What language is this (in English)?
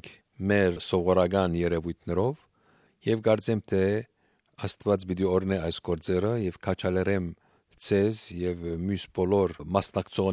Armenian